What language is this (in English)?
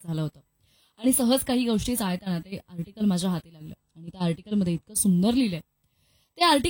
Marathi